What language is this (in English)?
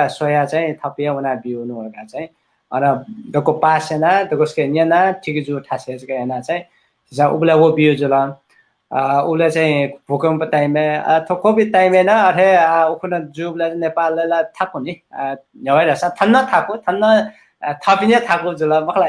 Newari